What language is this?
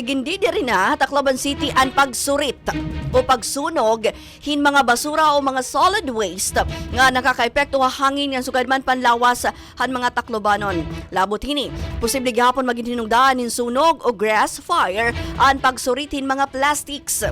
Waray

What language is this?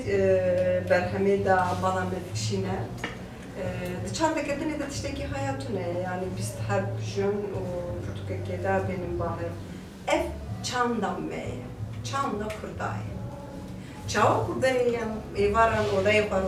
Kurdish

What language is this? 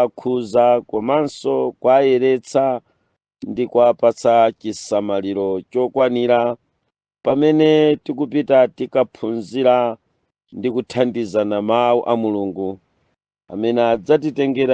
Nyanja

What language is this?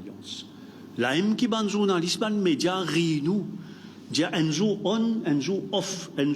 Morisyen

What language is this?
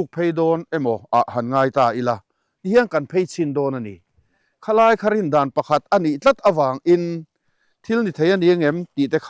Mizo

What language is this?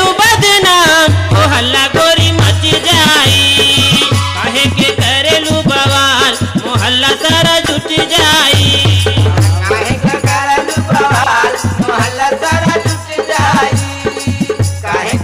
Bhojpuri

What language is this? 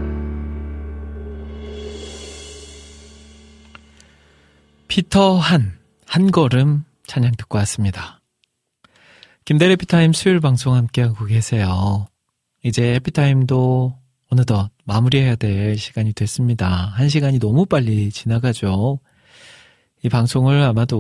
Korean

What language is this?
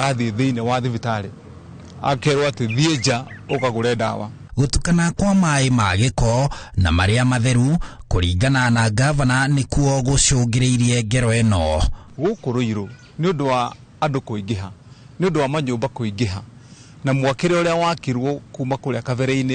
Kikuyu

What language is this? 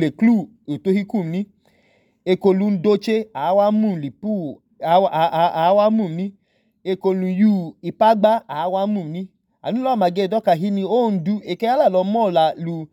Idoma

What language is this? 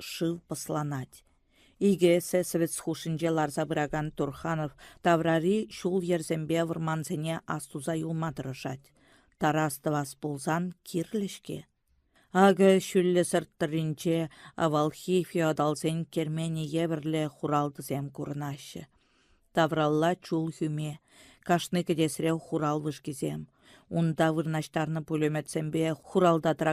Chuvash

